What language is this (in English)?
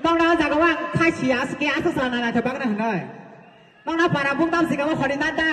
Kok Borok